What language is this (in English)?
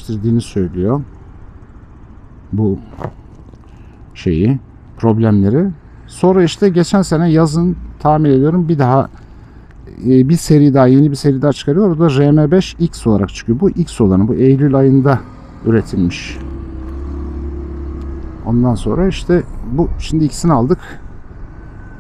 Turkish